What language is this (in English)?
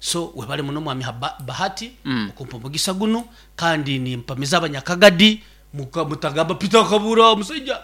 Nyankole